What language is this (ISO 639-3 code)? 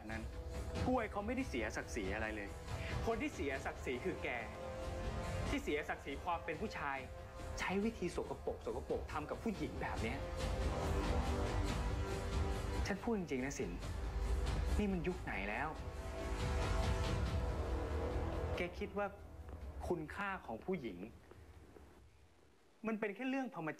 tha